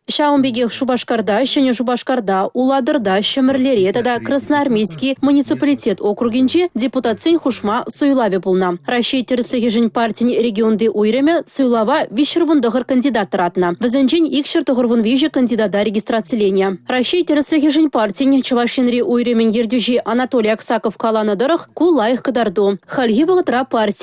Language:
Chuvash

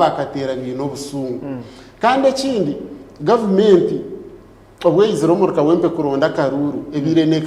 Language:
Nyankole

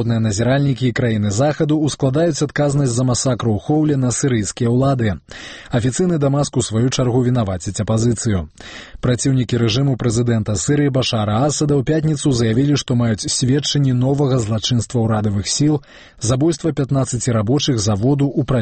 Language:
Belarusian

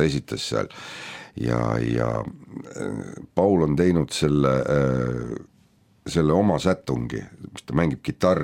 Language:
Estonian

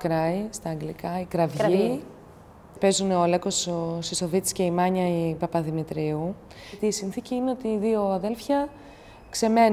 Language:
Greek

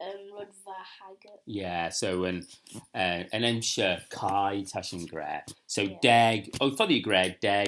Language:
Manx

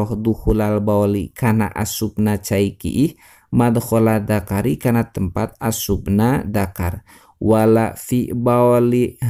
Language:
Sundanese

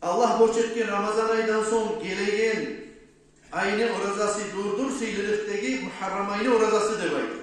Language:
Kumyk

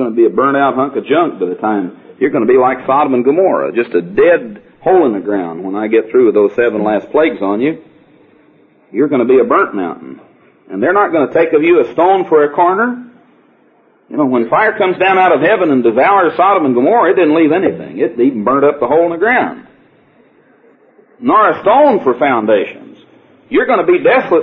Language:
English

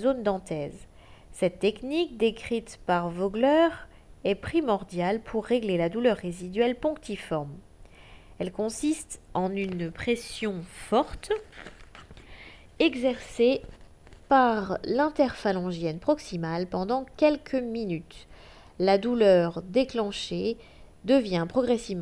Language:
French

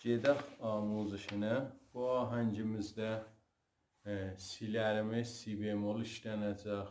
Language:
South Azerbaijani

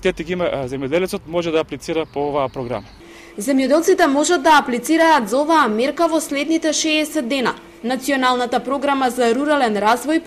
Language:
Macedonian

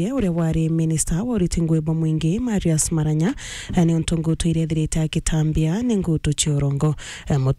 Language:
Meru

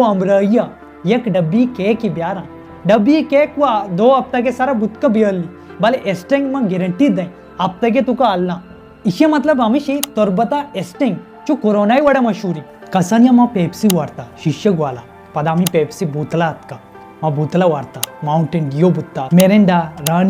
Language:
Baluchi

